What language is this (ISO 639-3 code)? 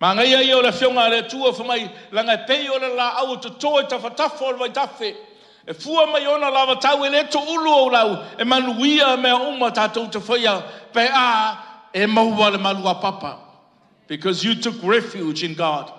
smo